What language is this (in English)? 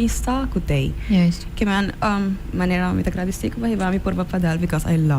Papiamento